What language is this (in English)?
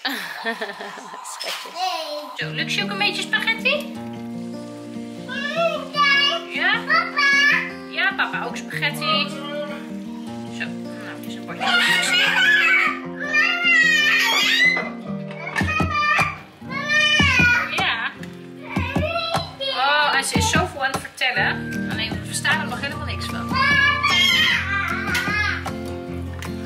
Dutch